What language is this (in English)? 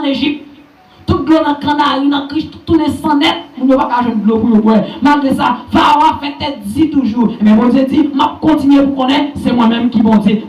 Haitian Creole